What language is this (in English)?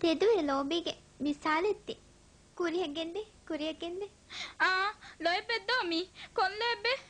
Divehi